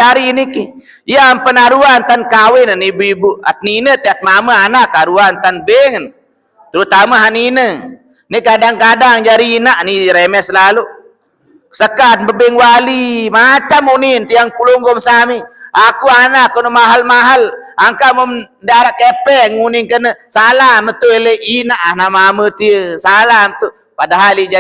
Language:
Sasak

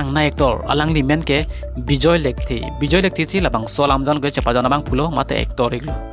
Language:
Karbi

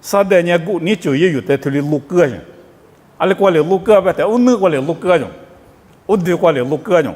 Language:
Lisu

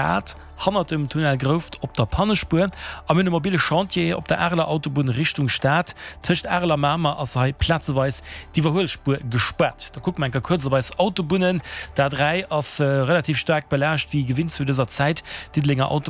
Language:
Luxembourgish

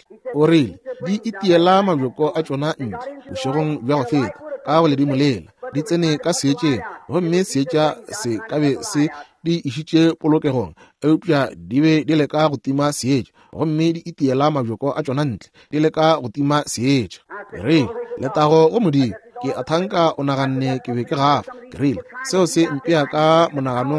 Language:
Northern Sotho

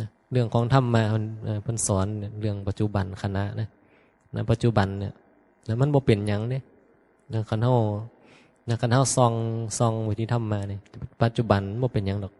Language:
Northeastern Thai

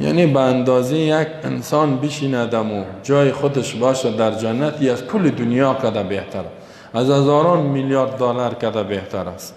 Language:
Persian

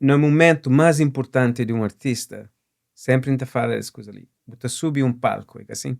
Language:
Kabuverdianu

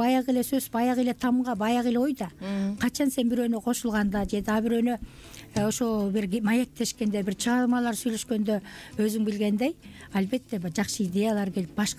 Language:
Kyrgyz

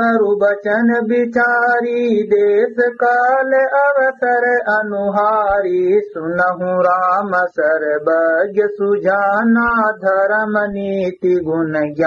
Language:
Awadhi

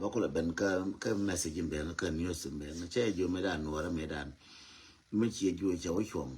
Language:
Nuer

